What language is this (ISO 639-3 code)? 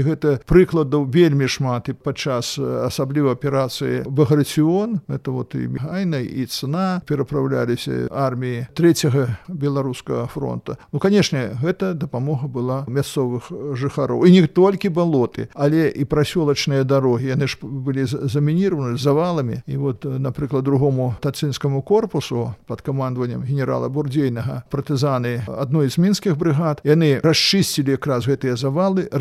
bel